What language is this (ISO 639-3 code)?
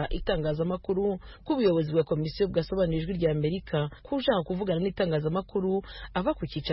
kin